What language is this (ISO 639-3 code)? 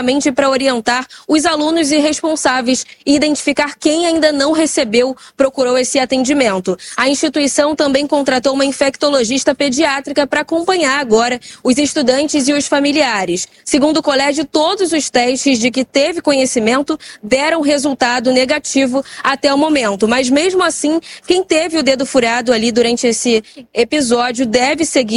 por